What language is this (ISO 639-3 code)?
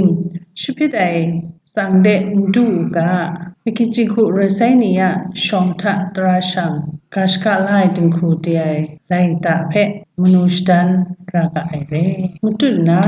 kac